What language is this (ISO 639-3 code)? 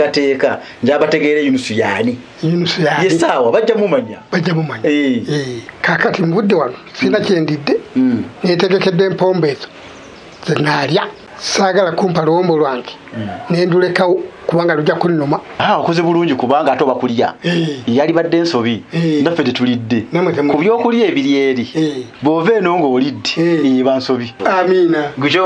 lug